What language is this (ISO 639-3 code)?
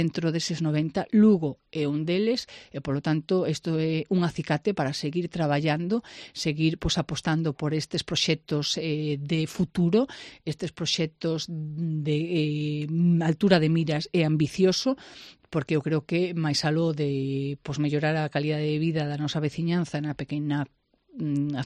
glg